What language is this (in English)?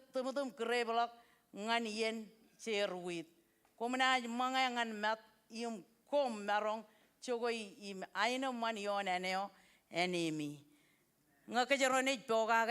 Marshallese